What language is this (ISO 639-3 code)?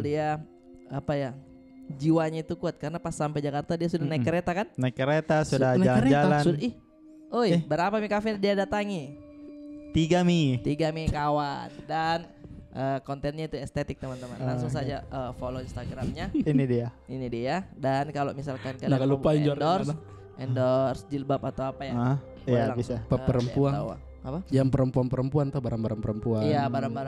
mfp